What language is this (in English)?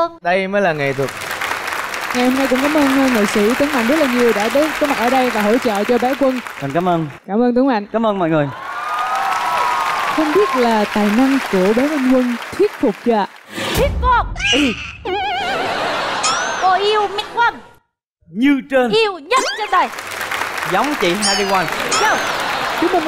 Vietnamese